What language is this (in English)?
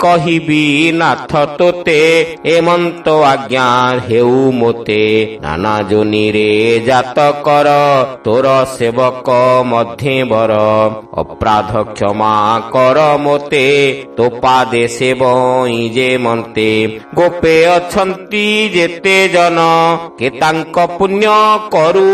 Odia